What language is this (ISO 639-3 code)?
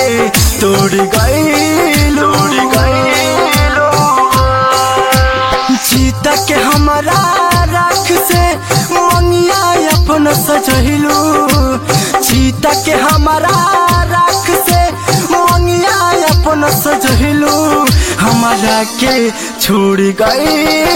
bho